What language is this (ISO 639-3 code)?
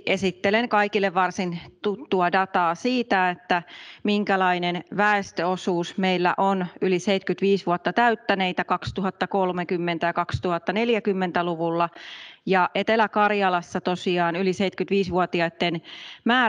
fin